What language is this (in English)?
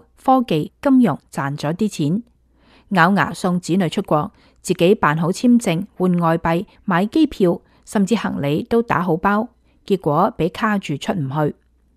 Cantonese